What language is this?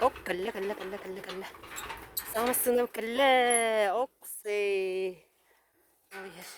Yakut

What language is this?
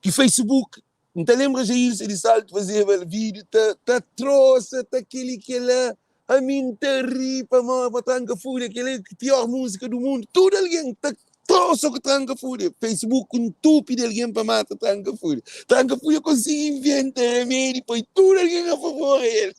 Kabuverdianu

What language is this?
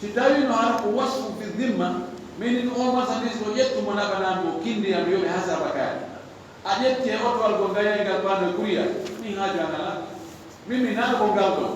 Fula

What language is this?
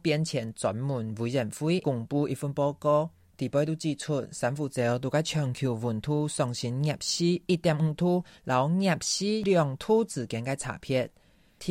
Hakka Chinese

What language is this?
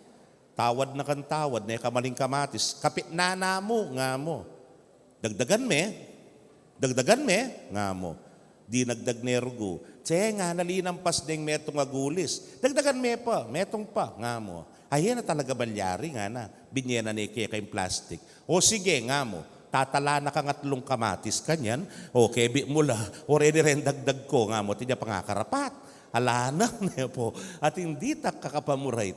Pampanga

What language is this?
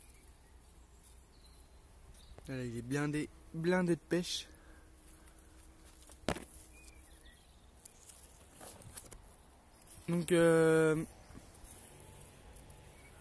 French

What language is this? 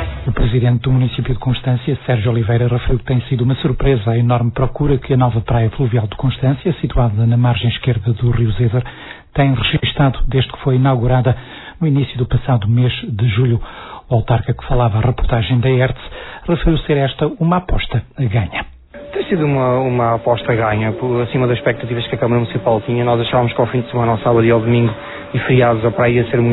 Portuguese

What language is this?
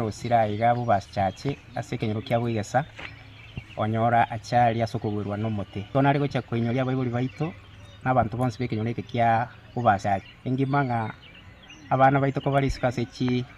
Gusii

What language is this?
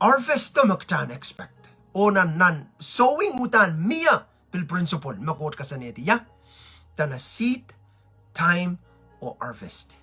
Pohnpeian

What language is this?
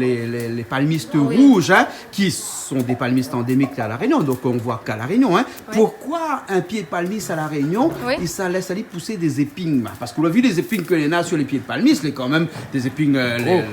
Réunion Creole French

